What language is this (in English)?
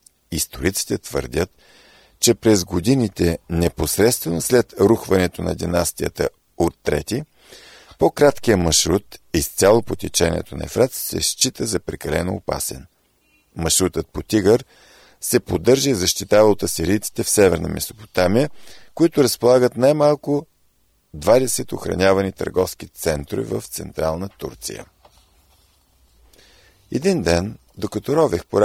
Bulgarian